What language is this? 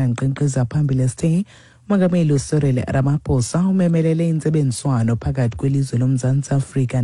Xhosa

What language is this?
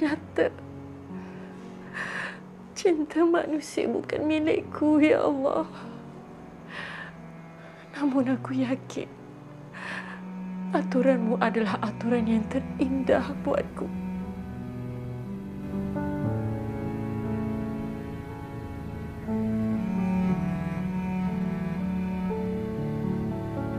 Malay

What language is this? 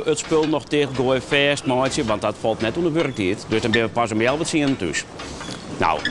Western Frisian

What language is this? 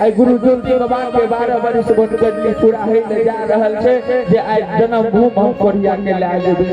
Maithili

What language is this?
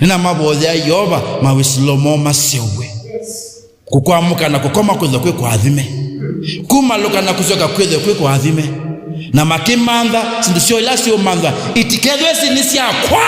Kamba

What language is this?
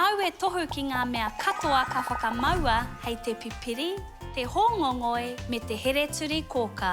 Māori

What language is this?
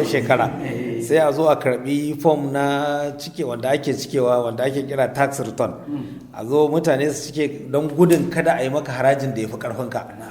Hausa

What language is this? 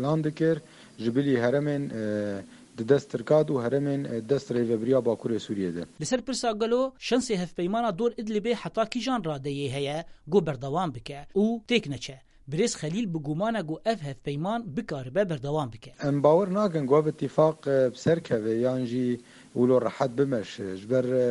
Kurdish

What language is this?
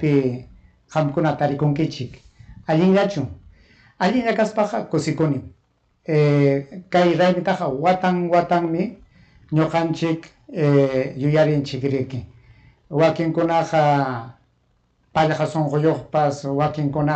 Ayacucho Quechua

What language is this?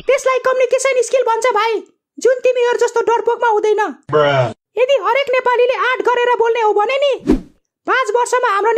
Nepali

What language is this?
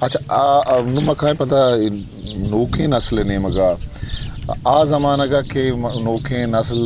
Eastern Balochi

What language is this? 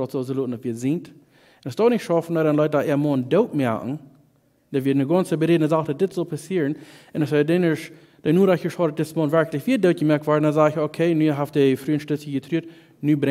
Plautdietsch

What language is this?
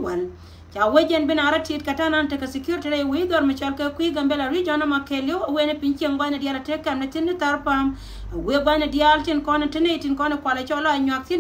Nuer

